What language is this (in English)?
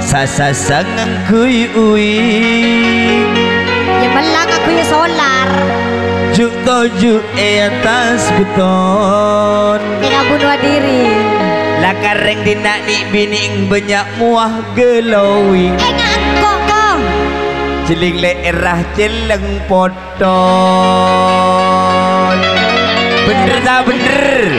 Madurese